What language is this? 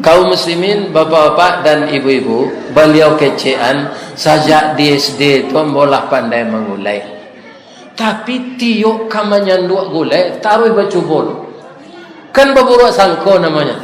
Minangkabau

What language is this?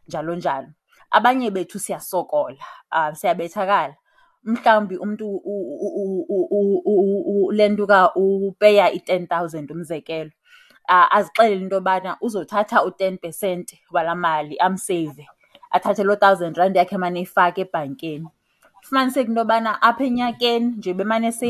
Xhosa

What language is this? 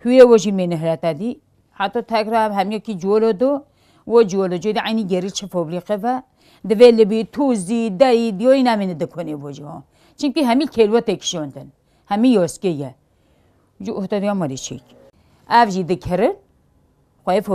Kurdish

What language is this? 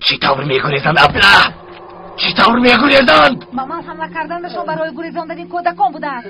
Tajik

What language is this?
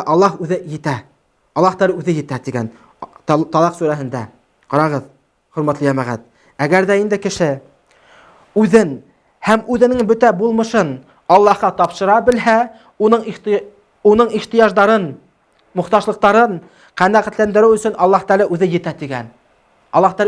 Bashkir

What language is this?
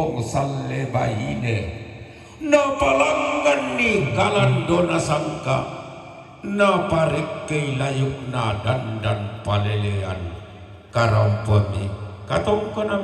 Toraja-Sa'dan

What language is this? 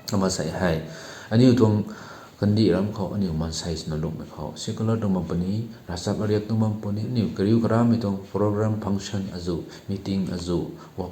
Rongmei Naga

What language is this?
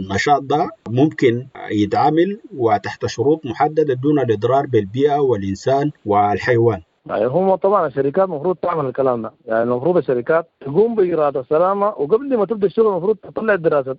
Sudanese Arabic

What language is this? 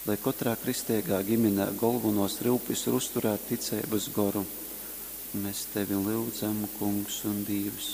Latgalian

